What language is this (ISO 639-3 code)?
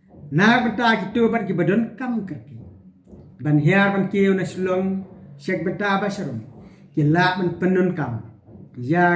kha